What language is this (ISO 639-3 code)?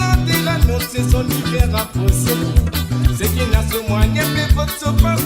mfe